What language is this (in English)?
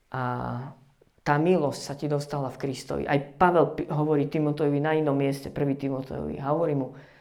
Slovak